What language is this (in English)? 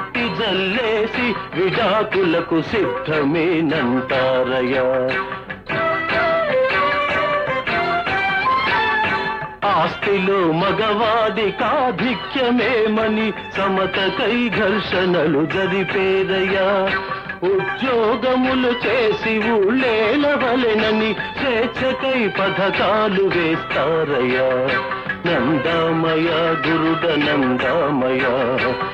Telugu